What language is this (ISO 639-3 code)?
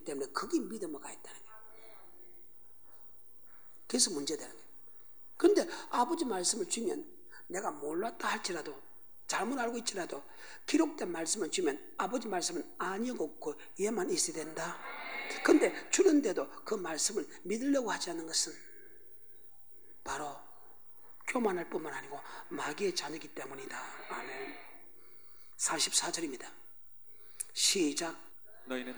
kor